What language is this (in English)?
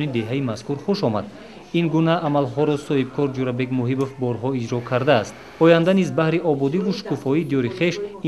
Tajik